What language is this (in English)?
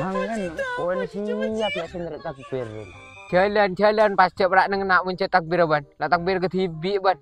Madurese